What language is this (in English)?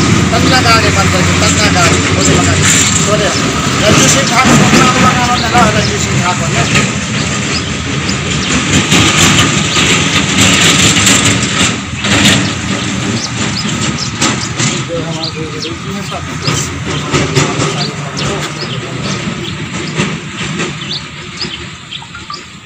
Hindi